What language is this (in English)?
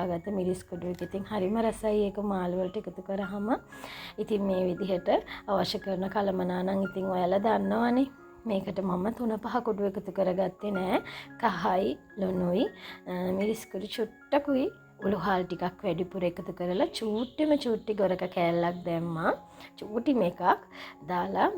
Sinhala